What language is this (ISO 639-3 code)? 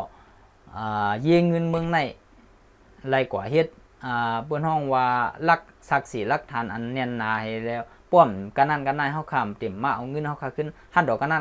shn